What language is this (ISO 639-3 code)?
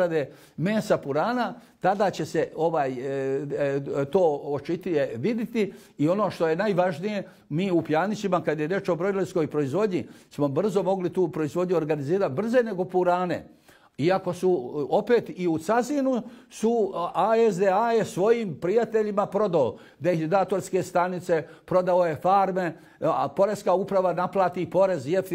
bos